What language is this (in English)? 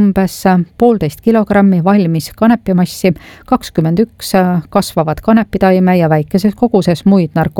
Estonian